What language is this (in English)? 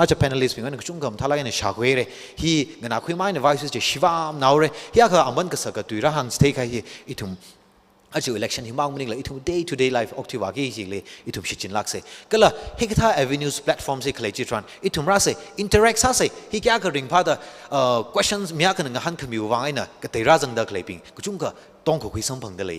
Tangkhul Naga (India)